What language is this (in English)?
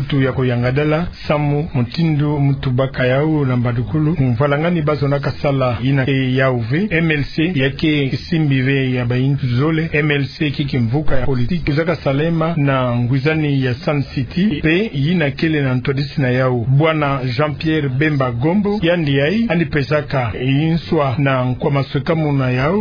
Kituba (Democratic Republic of Congo)